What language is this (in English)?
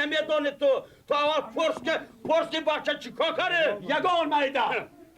Tajik